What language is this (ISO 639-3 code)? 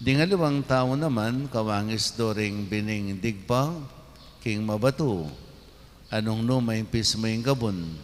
pam